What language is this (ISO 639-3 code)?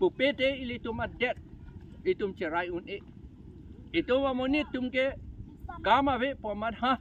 mjw